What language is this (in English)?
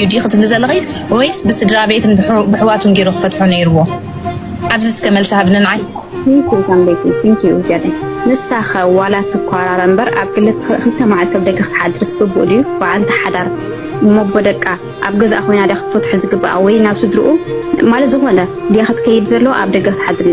Tigrinya